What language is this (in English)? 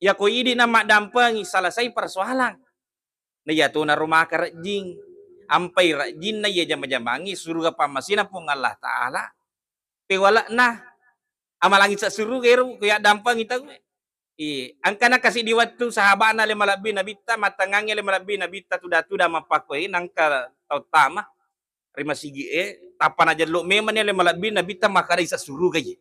Buginese